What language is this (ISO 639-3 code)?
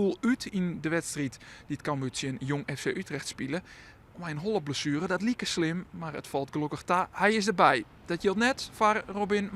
fry